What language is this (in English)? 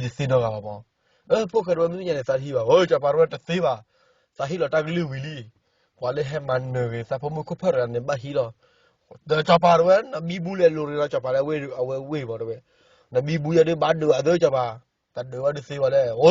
S'gaw Karen